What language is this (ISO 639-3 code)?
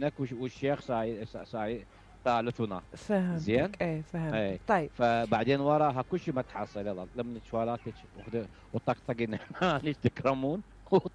acm